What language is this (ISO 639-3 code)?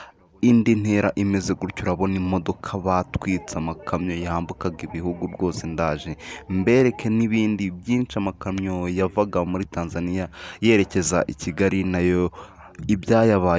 kin